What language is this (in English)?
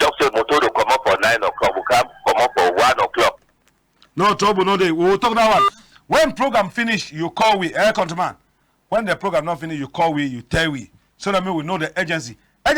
Cameroon Pidgin